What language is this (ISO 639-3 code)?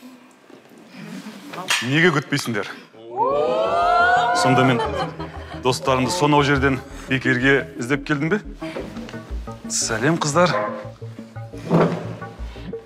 kaz